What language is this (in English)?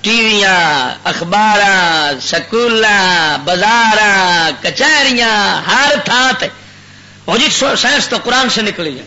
Western Panjabi